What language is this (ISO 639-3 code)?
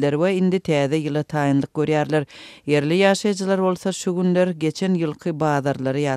tuk